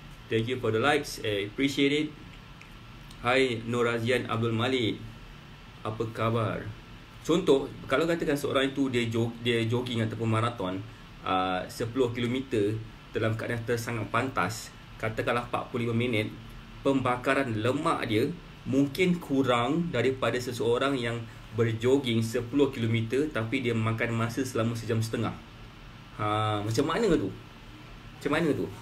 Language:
Malay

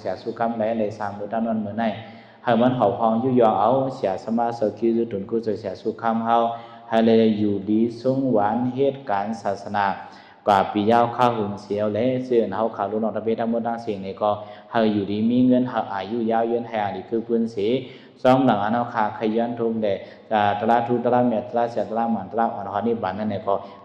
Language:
Shan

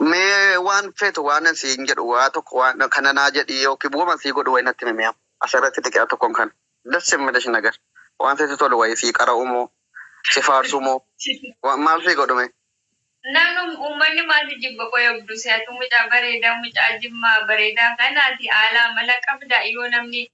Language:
Oromo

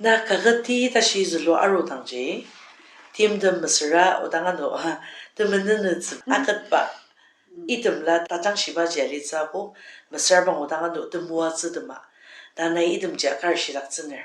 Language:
Ao Naga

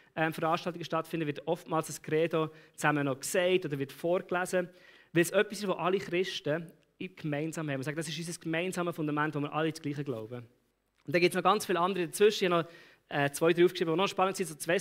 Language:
Swiss German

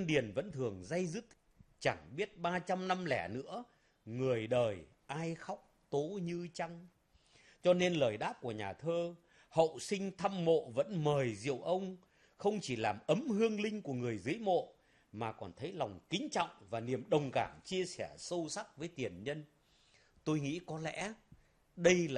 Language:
Vietnamese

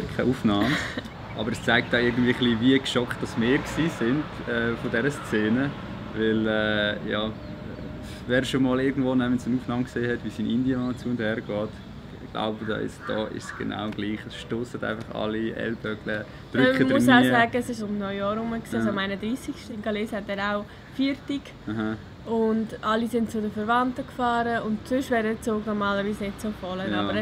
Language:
Swiss German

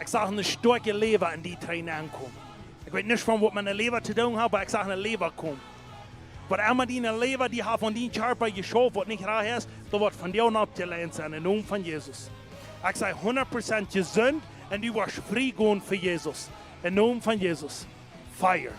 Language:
Plautdietsch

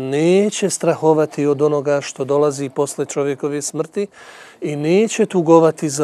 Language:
Bosnian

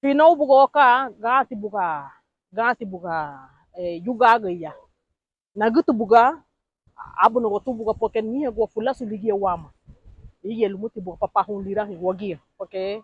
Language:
Garifuna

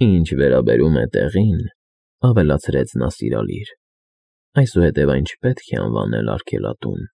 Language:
Armenian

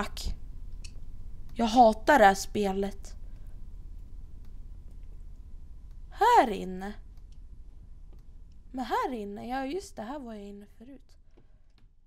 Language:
Swedish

